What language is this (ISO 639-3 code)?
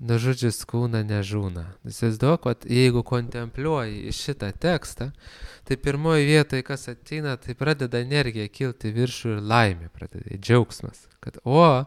lit